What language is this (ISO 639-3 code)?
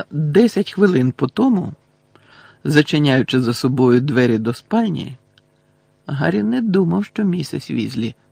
ukr